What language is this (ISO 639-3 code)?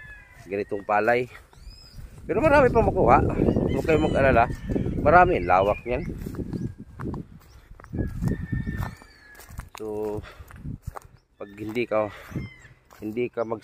fil